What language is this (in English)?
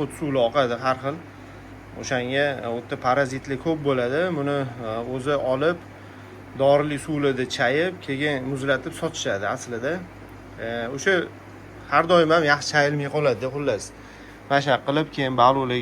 Uzbek